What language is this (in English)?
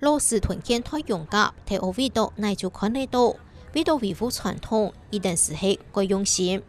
Hakka Chinese